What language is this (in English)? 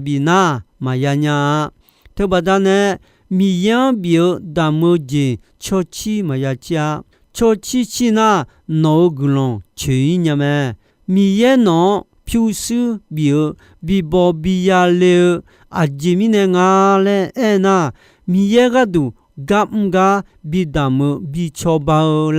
Akha